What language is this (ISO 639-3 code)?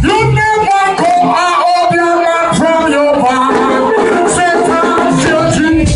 jam